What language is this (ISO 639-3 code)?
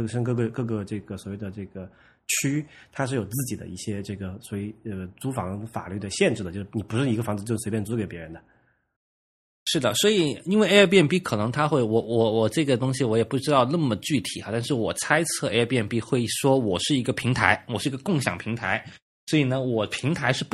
zho